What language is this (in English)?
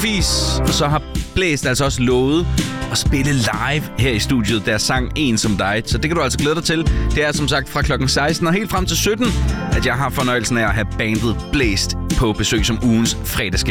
Danish